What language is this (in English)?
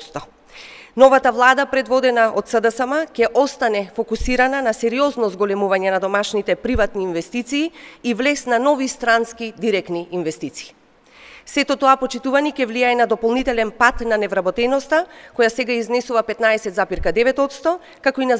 Macedonian